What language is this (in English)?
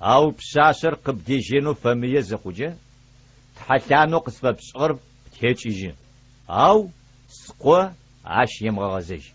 Adyghe